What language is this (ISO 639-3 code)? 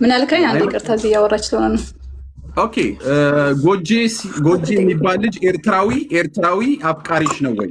amh